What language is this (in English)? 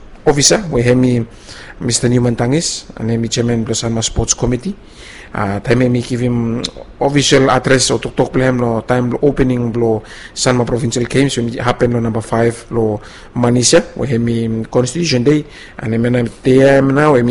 Bislama